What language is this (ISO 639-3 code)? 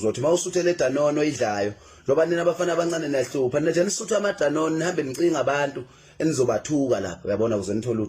zul